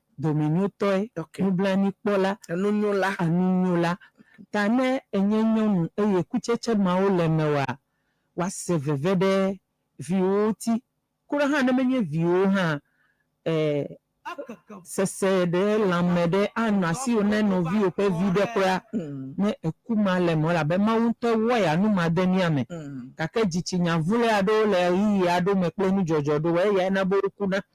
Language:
Ewe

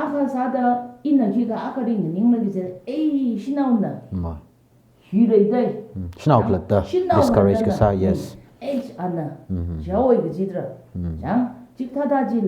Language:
Tangkhul Naga (India)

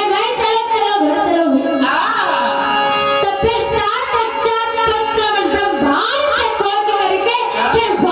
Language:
Chhattisgarhi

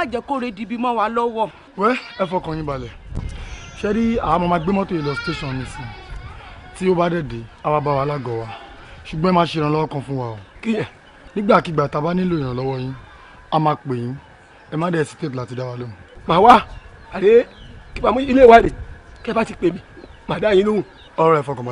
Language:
Yoruba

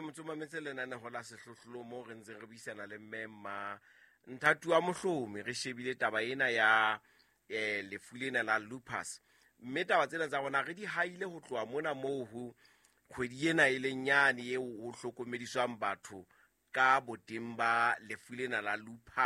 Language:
Southern Sotho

